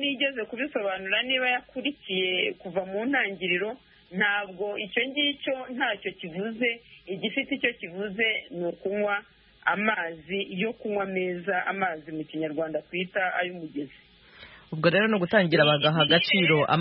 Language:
Kinyarwanda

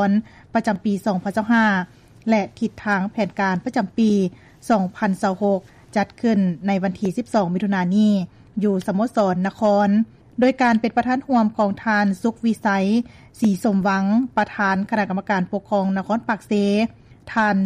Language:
Lao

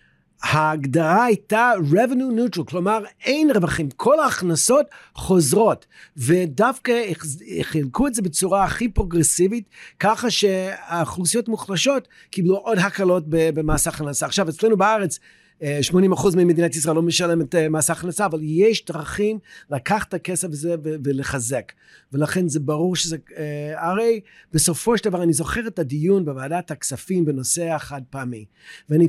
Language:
Hebrew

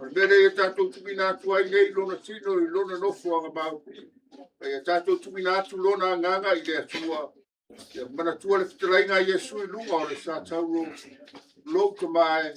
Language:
Samoan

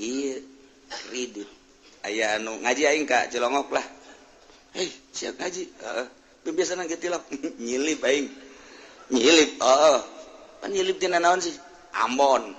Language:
Sundanese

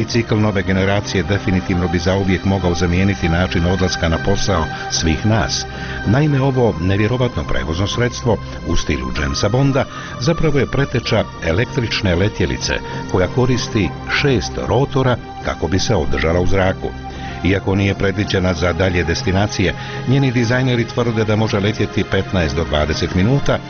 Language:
Bosnian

